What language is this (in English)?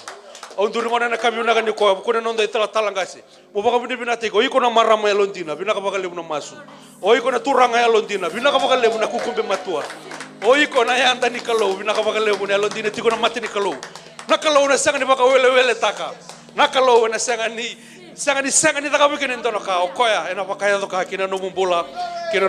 Fijian